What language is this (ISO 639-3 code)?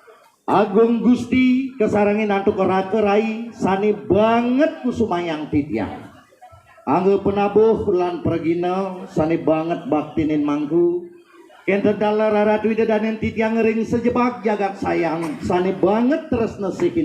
ban